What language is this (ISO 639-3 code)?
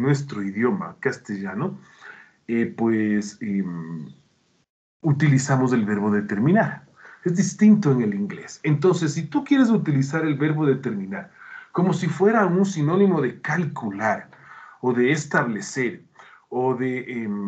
spa